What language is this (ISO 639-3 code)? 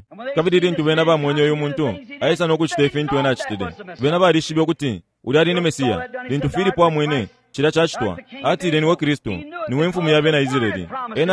bem